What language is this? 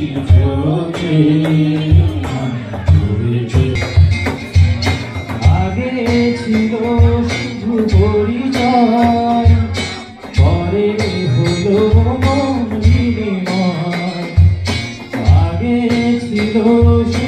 Bangla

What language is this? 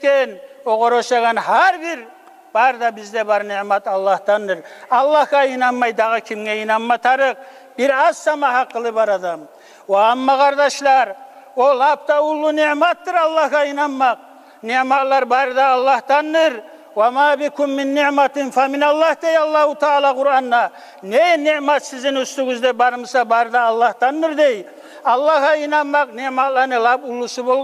Kumyk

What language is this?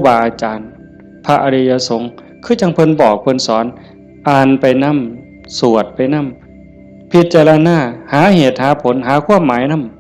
Northeastern Thai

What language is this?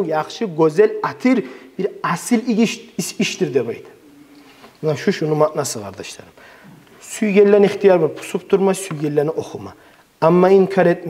Kumyk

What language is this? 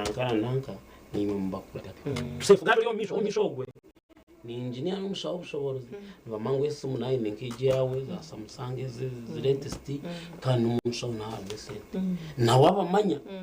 Nyankole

